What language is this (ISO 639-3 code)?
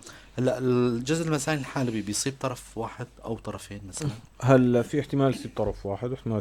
apc